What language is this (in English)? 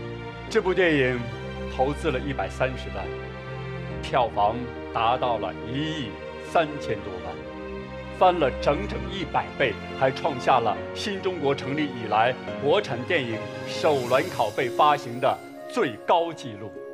Chinese